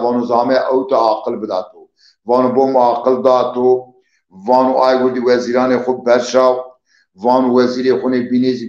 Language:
Zaza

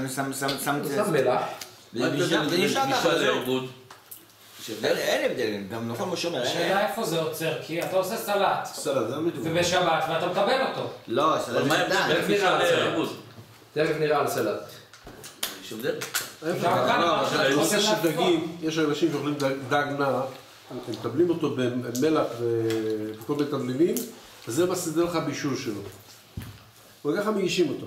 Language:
Hebrew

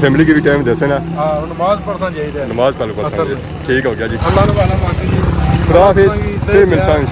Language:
Pahari-Potwari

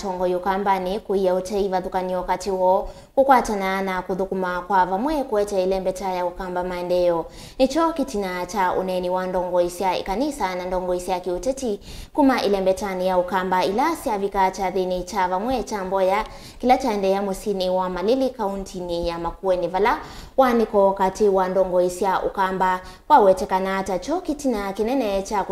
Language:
Kamba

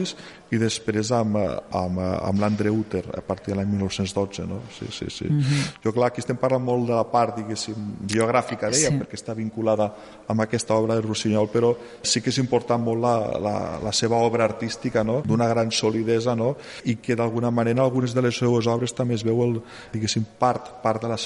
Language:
Catalan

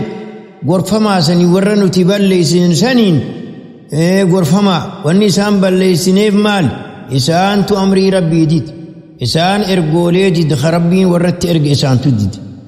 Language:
Oromo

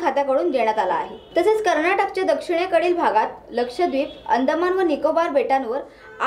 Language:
Marathi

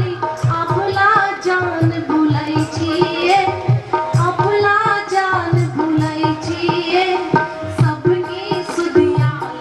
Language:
Maithili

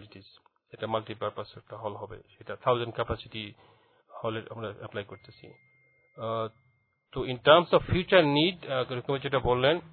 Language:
Bangla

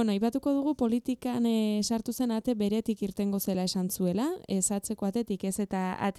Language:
Basque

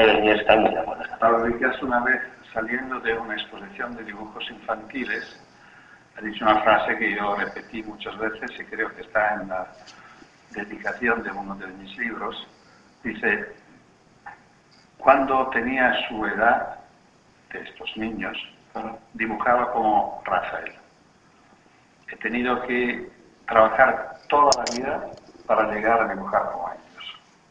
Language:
Spanish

